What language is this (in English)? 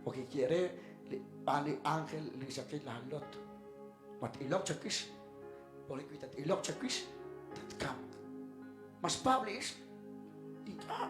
Kekchí